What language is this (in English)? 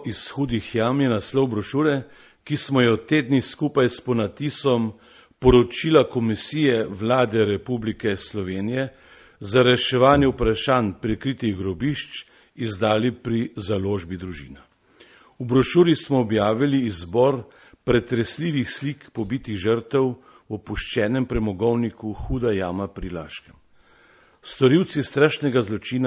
Slovenian